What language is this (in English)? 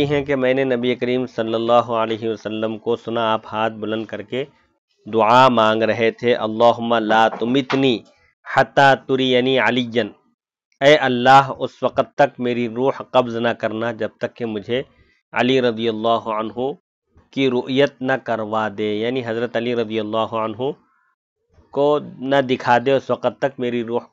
Urdu